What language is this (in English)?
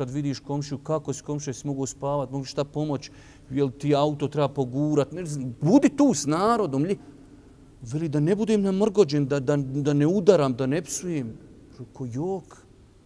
Bosnian